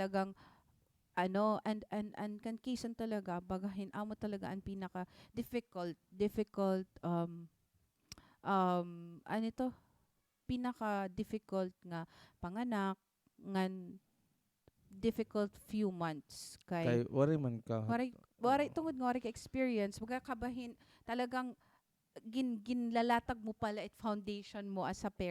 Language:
Waray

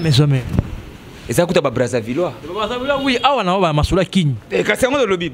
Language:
Lingala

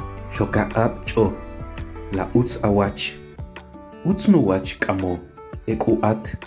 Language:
Kʼicheʼ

